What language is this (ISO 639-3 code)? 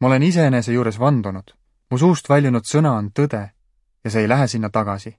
est